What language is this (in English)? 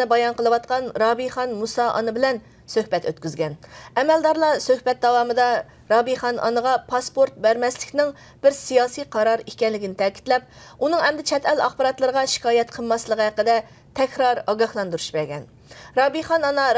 Uyghur